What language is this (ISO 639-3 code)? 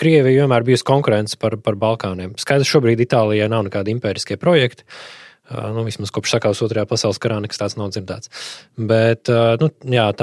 lav